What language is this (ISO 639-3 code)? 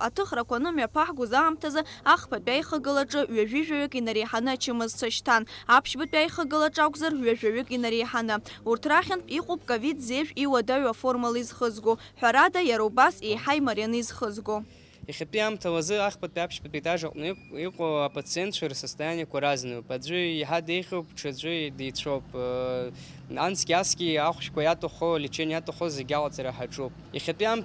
abk